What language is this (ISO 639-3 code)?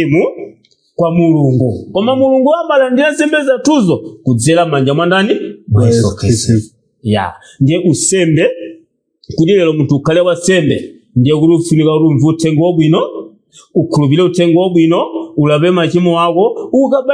nya